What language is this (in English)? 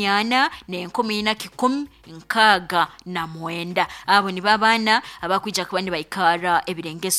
Nyoro